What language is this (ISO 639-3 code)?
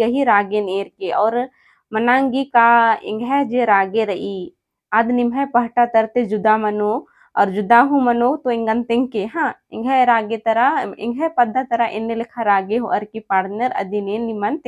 kru